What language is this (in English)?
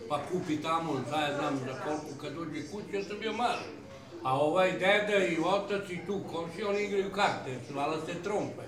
Serbian